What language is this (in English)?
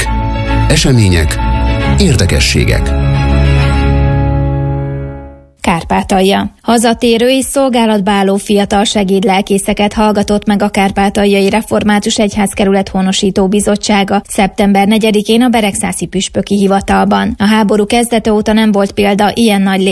Hungarian